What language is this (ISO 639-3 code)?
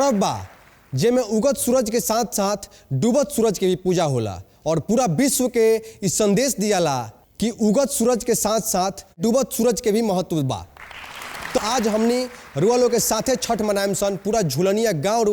bho